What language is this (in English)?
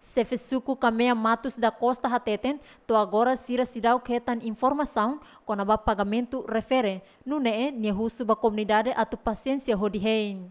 Tetum